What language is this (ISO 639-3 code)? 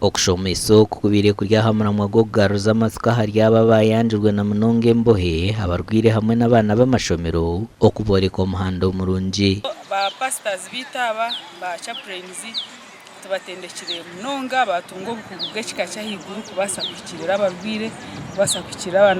nyn